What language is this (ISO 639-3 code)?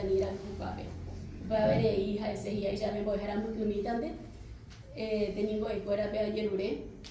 grn